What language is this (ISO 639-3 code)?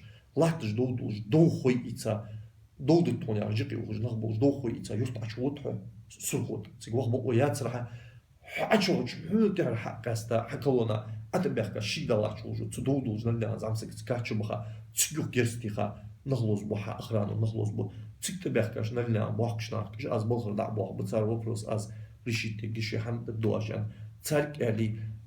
inh